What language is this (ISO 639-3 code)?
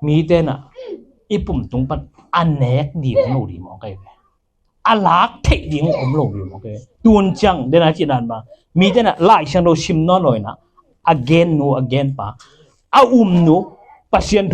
ctd